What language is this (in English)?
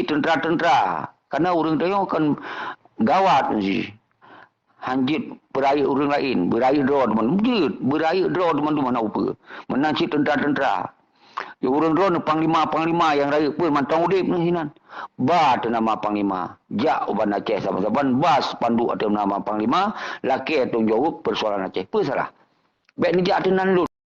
Achinese